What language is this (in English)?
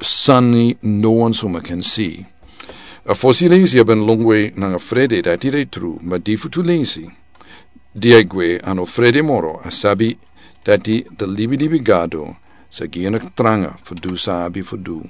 Sranan Tongo